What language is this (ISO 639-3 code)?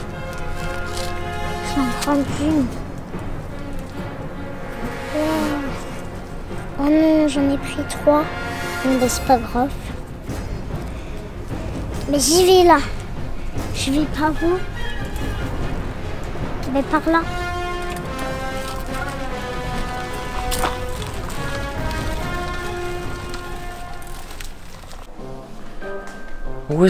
fra